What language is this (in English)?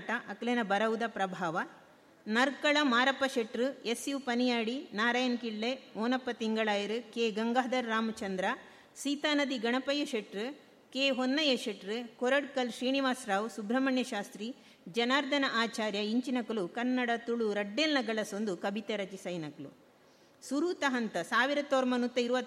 Tulu